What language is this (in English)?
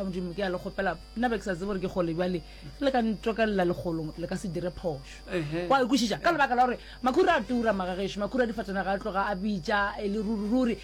Northern Sotho